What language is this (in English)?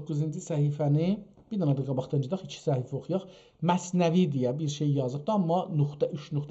South Azerbaijani